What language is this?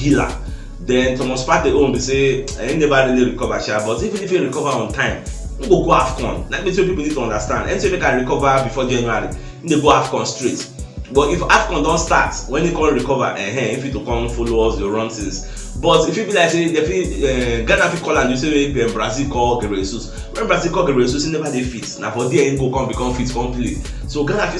Nigerian Pidgin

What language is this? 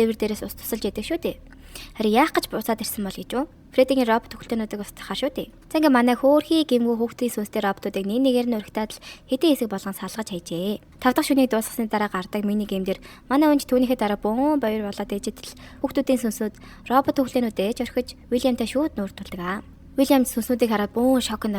Mongolian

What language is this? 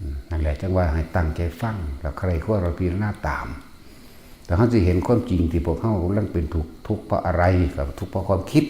Northeastern Thai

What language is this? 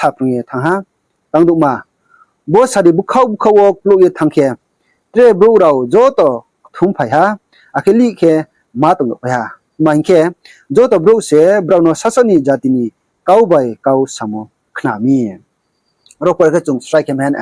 Riang (India)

